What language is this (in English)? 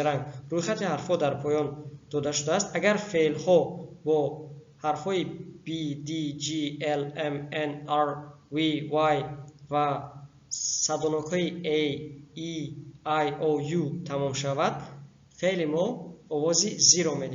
Tajik